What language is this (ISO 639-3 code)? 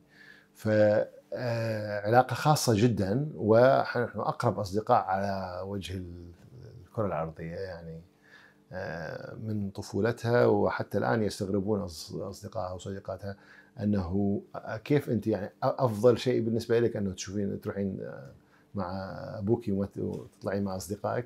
acm